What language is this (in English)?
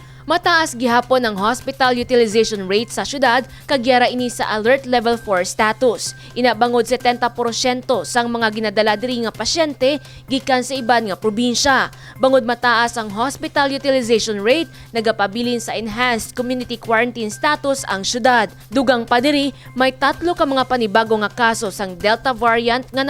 Hiligaynon